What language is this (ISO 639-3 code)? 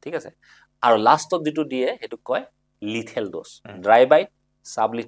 asm